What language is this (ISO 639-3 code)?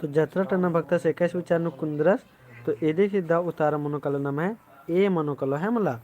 kru